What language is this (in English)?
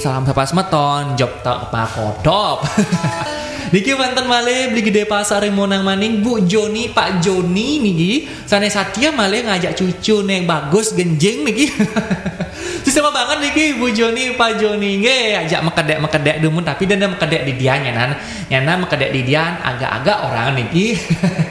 Balinese